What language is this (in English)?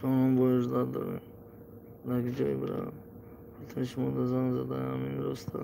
Tajik